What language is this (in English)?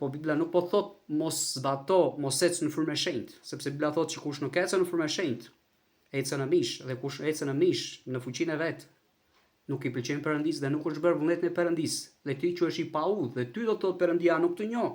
Albanian